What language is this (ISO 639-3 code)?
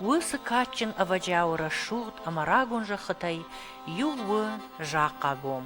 oss